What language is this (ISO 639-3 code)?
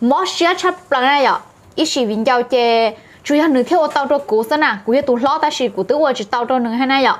hmn